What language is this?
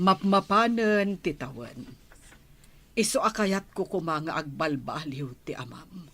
Iloko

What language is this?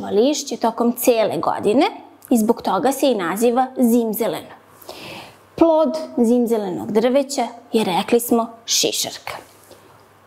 Serbian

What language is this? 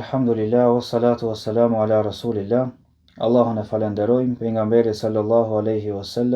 Albanian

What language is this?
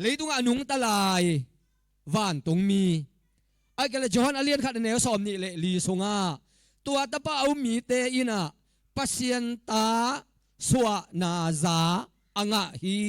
Tedim Chin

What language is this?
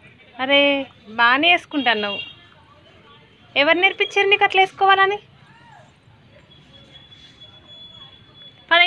Telugu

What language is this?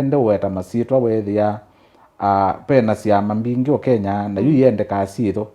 Kamba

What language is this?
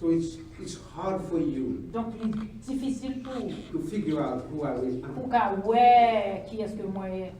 Haitian Creole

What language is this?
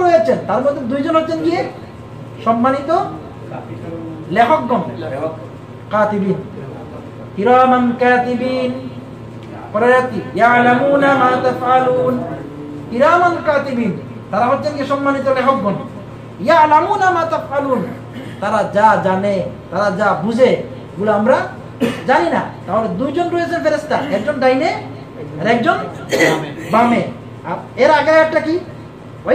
Bangla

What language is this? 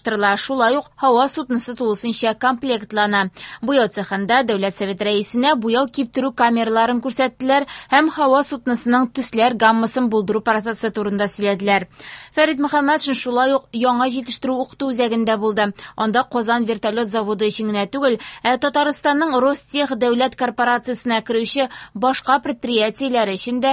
Tatar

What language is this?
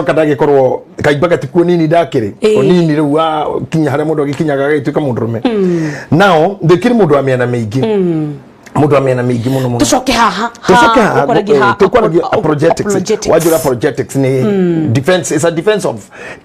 Kikuyu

